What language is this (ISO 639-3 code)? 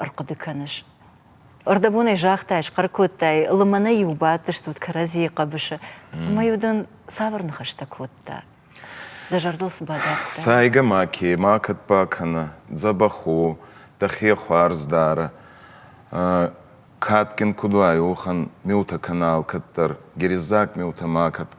oss